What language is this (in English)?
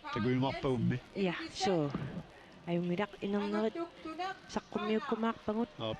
Kalaallisut